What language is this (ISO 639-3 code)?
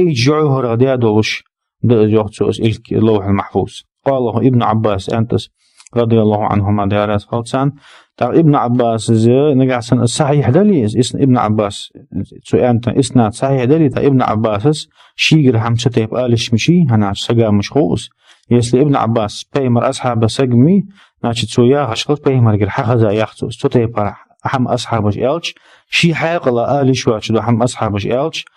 inh